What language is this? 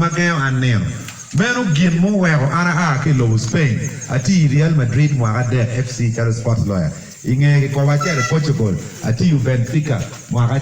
Acoli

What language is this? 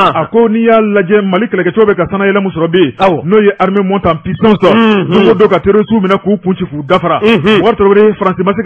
Bambara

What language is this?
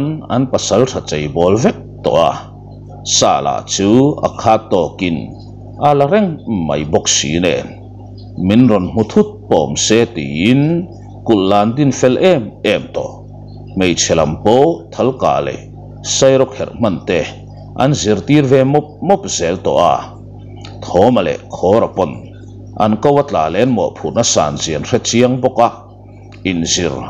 Mizo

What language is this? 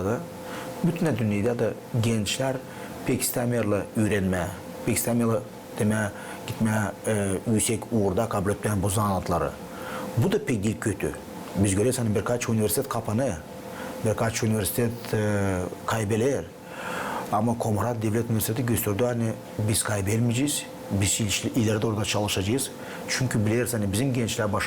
Gagauz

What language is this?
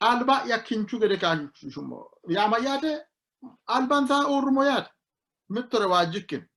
Sidamo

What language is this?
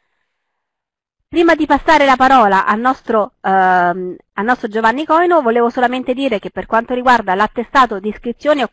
Italian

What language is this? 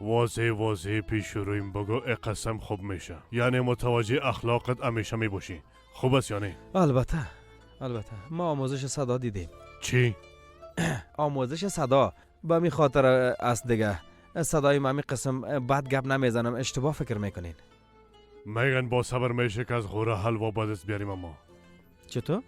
Persian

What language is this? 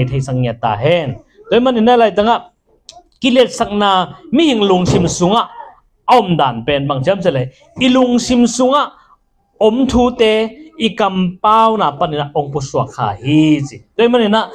Tedim Chin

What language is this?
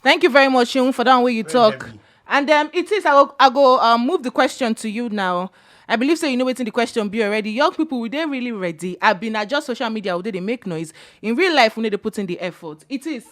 Nigerian Pidgin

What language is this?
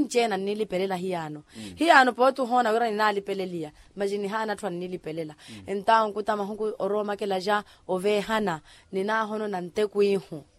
Makhuwa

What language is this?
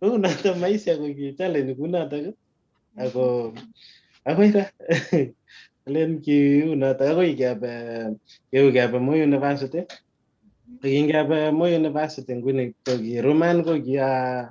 Kalenjin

